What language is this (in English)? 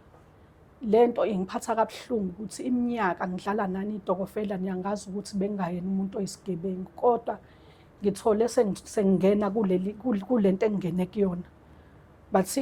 Zulu